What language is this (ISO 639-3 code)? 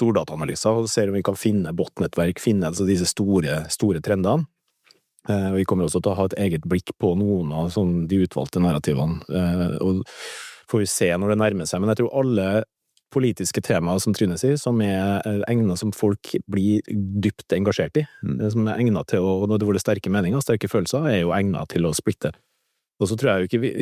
nor